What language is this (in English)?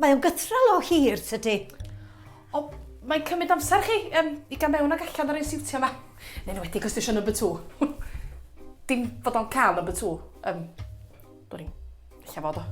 Welsh